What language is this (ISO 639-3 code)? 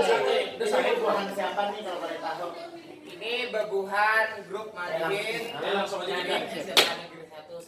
bjn